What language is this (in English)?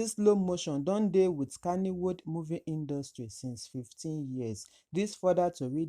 Nigerian Pidgin